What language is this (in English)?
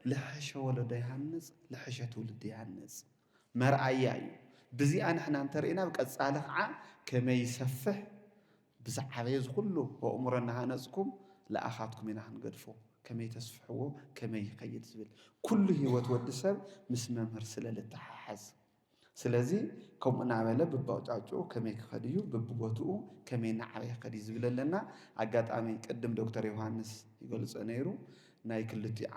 Tigrinya